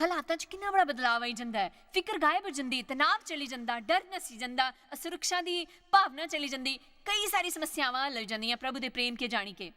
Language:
Dogri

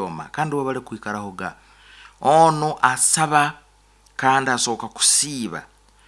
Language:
Nyankole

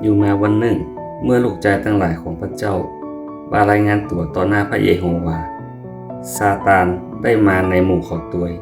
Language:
Northern Thai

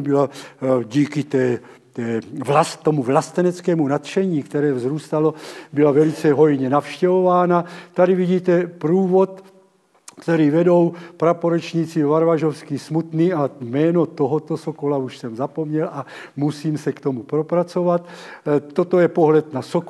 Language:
Czech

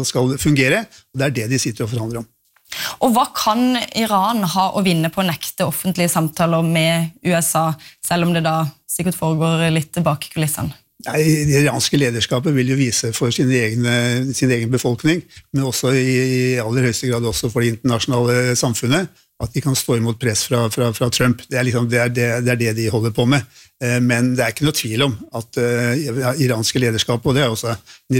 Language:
Norwegian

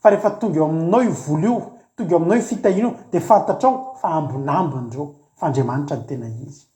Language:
Malagasy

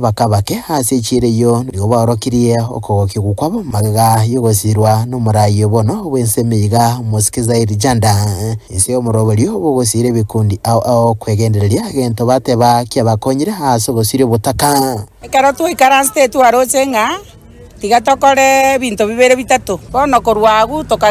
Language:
Gusii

